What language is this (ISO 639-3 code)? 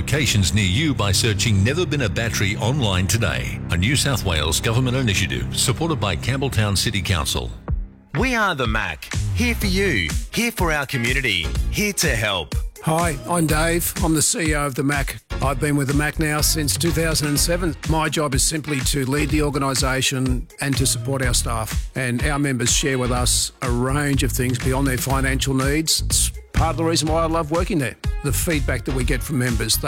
eng